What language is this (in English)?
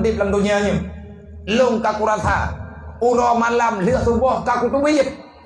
Achinese